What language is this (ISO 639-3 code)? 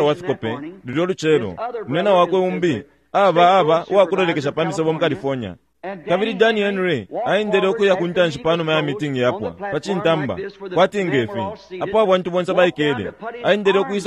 bem